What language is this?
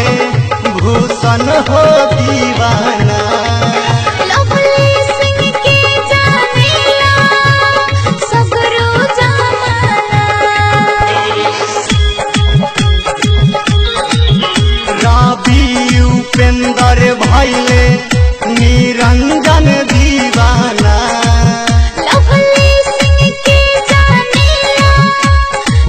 Bhojpuri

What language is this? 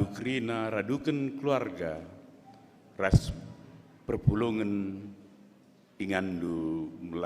Batak Karo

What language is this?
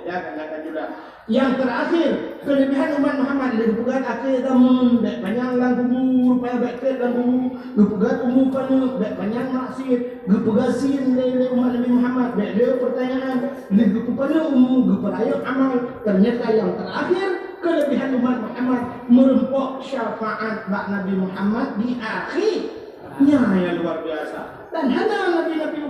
Achinese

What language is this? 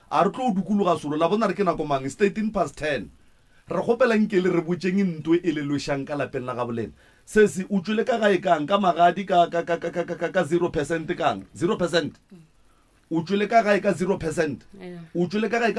Northern Sotho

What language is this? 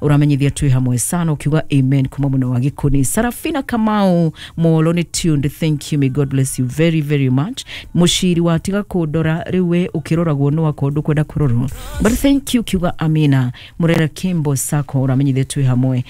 Kikuyu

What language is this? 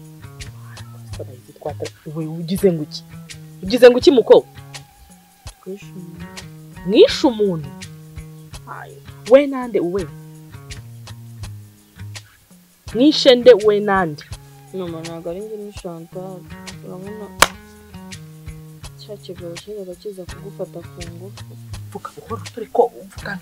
Kinyarwanda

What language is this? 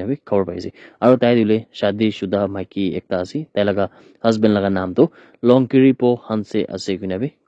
Naga Pidgin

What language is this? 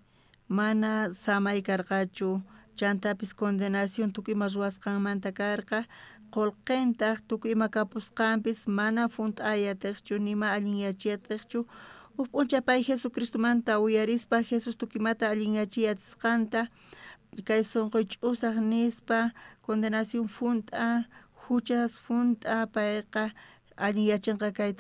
South Bolivian Quechua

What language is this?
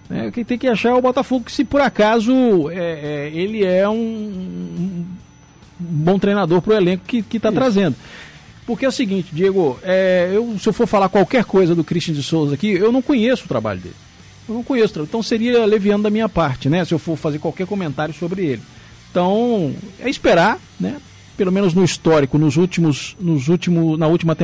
Portuguese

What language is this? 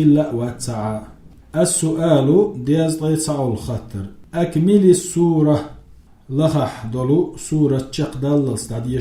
Chechen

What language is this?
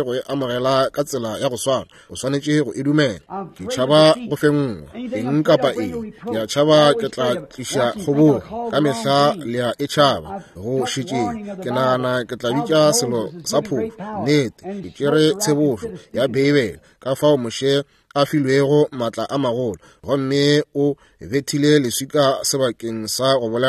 Northern Sotho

